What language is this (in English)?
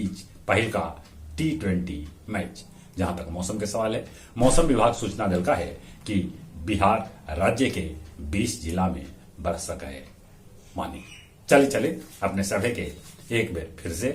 Magahi